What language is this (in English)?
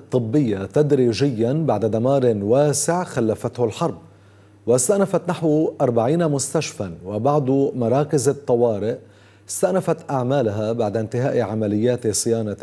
Arabic